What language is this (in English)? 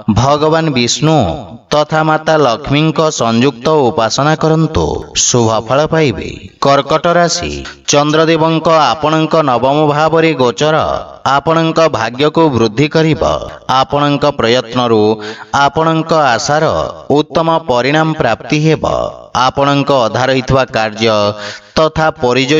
Odia